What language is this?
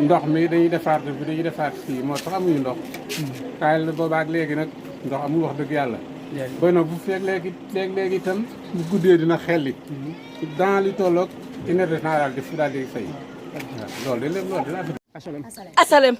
Wolof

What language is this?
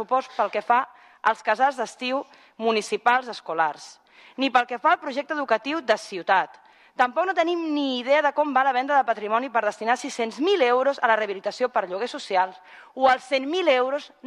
Catalan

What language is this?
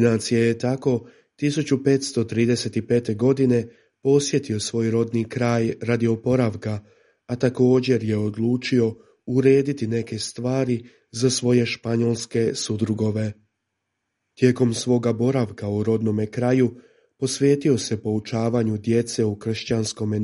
Croatian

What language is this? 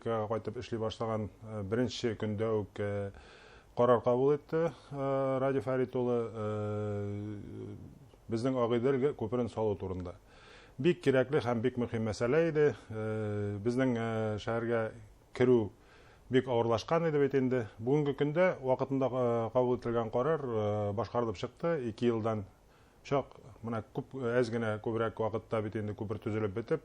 Bashkir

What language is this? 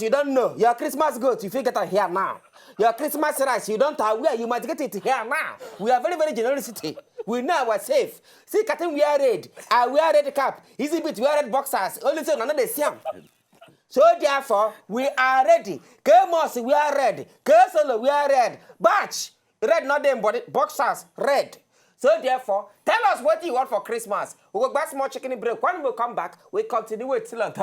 Nigerian Pidgin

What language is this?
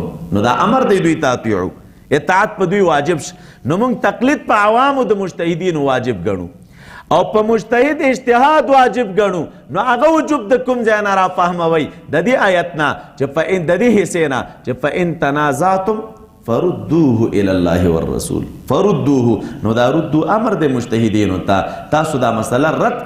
Pashto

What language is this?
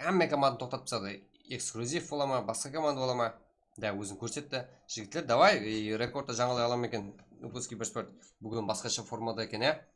Kara-Kalpak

